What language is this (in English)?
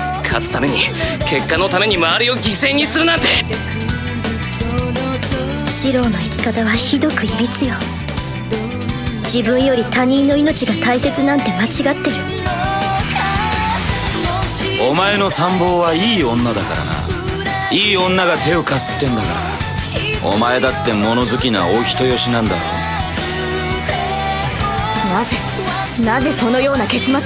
Japanese